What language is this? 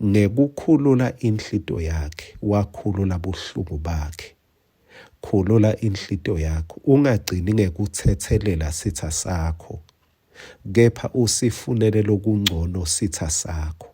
Swati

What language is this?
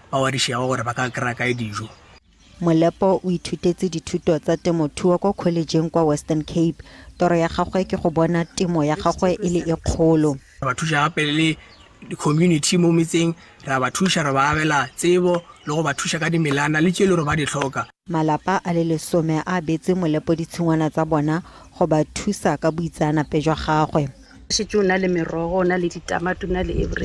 Tswana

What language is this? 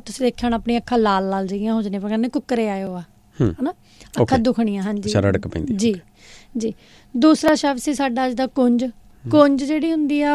Punjabi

